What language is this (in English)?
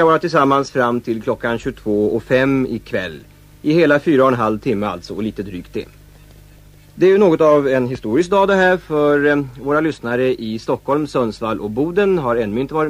Swedish